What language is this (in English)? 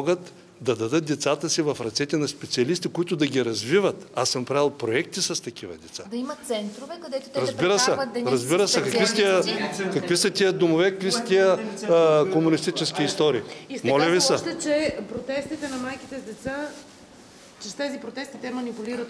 Bulgarian